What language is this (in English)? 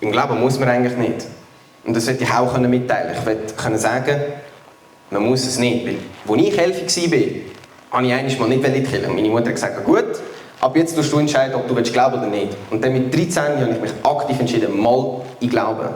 Swiss German